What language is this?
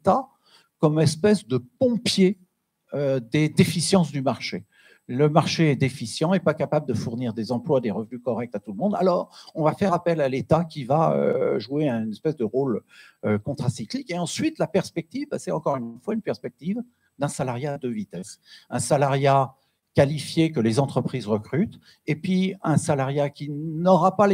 French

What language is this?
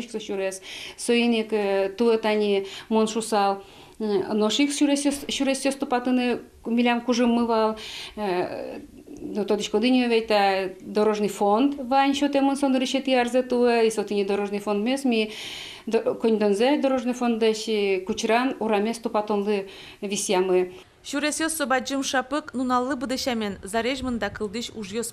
Udmurt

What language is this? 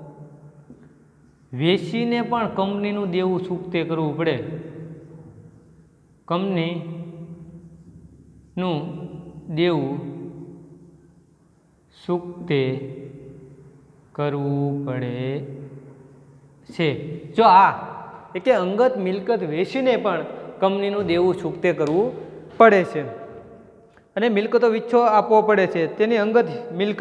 Gujarati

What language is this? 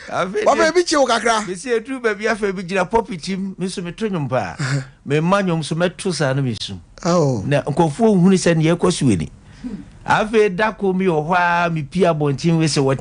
Akan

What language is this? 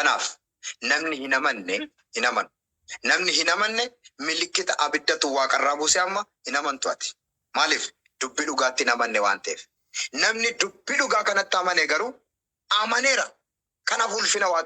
Oromo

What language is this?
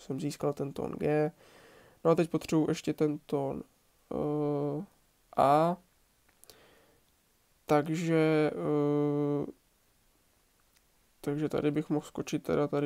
Czech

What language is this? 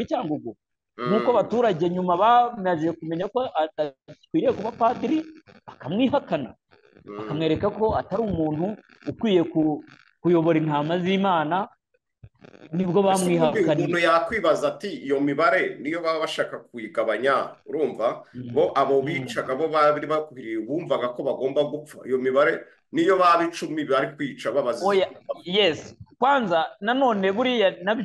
Kinyarwanda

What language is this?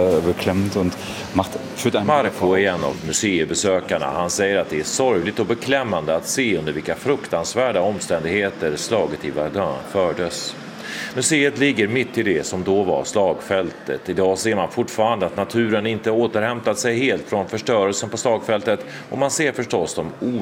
Swedish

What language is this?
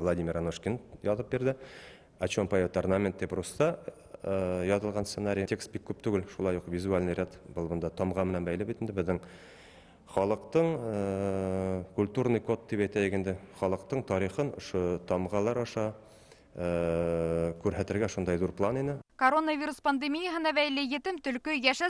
Bashkir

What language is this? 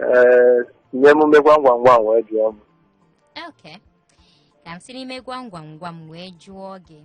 Igbo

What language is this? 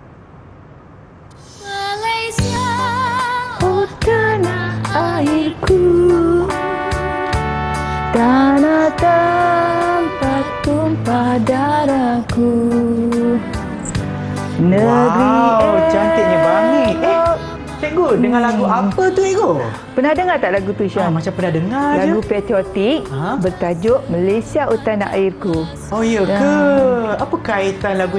Malay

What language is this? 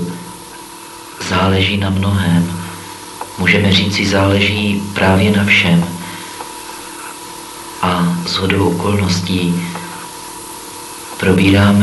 Czech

